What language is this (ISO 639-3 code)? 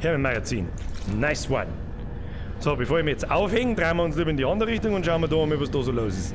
bar